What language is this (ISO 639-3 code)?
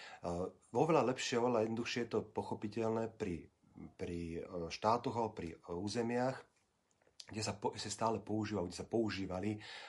slk